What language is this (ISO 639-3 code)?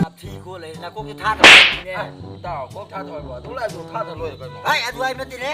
mni